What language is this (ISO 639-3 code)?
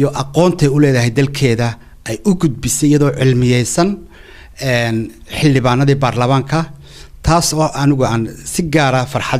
som